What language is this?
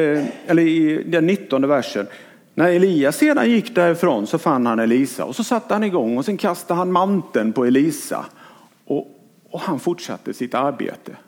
Swedish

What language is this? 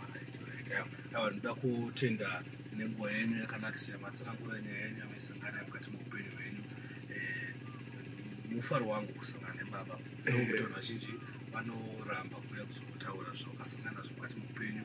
Shona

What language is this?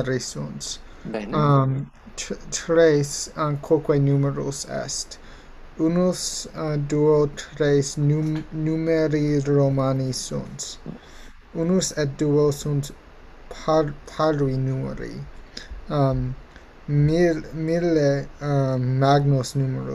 Latin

